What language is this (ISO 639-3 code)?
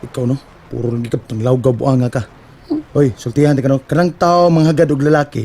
ceb